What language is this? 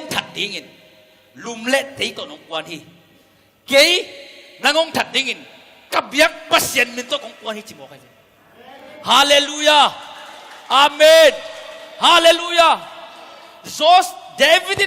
Tedim Chin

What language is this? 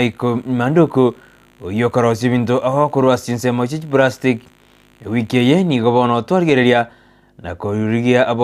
Gusii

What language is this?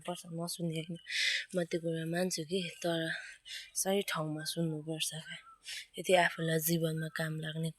Nepali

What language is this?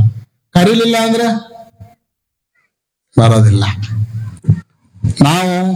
Kannada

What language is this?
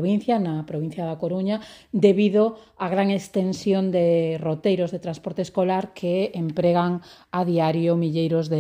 Galician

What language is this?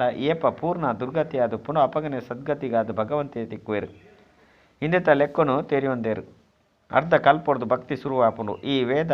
Tulu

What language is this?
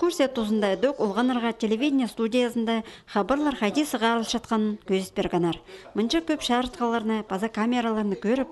Khakas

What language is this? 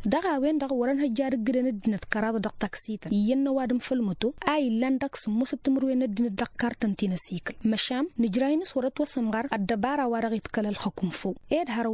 Tamasheq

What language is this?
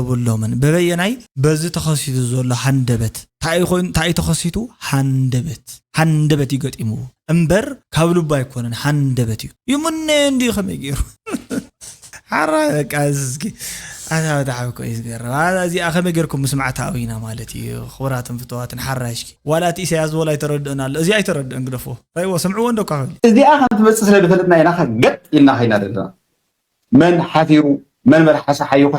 Tigrinya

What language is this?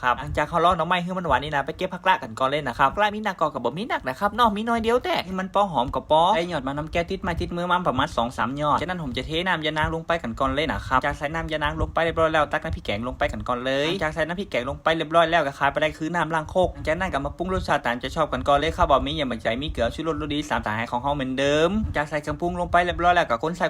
Northern Thai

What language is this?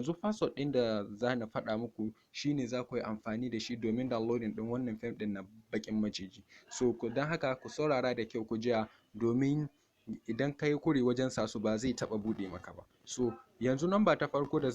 Hausa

